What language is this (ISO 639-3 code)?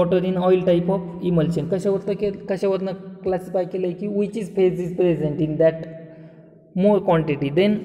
mar